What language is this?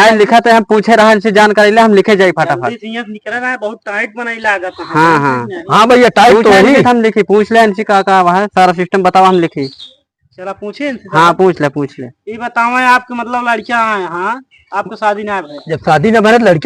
Awadhi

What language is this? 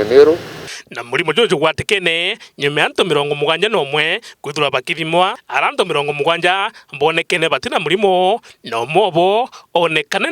Meru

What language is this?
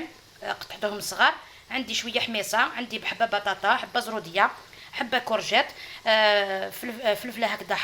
Algerian Arabic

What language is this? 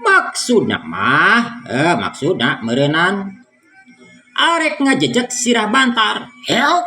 Sundanese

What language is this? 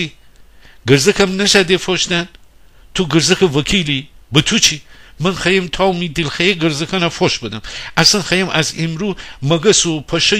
Gilaki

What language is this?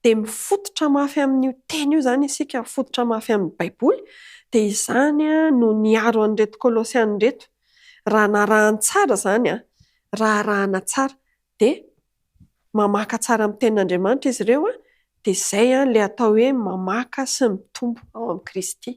Malagasy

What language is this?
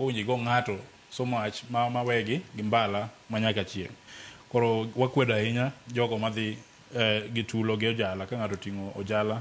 Luo (Kenya and Tanzania)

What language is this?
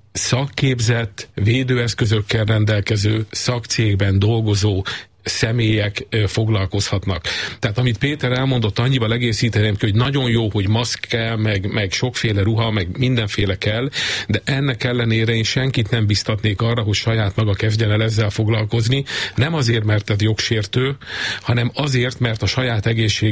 Hungarian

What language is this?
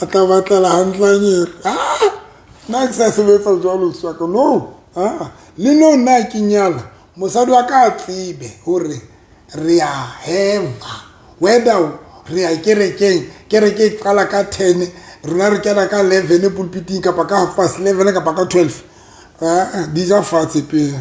Southern Sotho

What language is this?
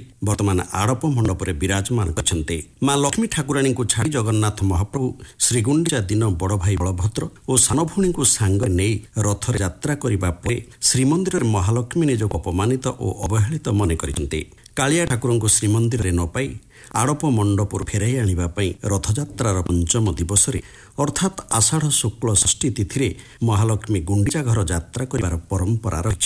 Odia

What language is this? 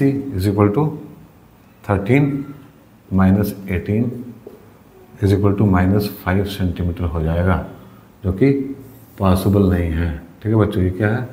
Hindi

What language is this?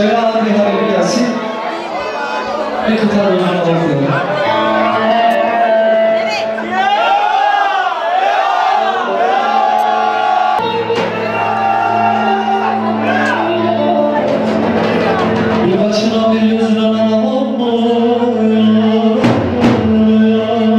Turkish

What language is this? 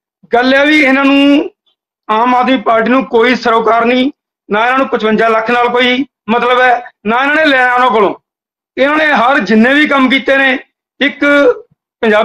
Punjabi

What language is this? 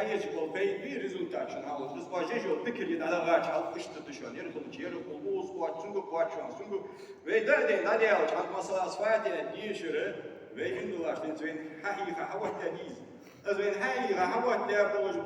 Ingush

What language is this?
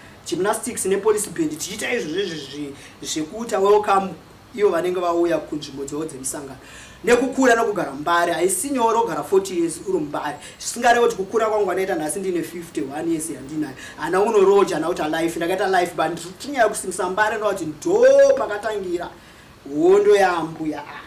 Shona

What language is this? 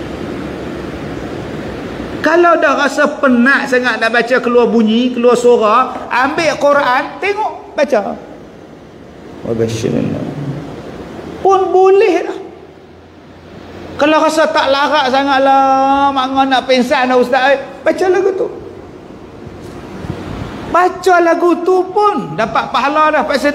Malay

